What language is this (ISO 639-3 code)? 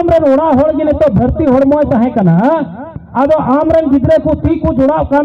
sat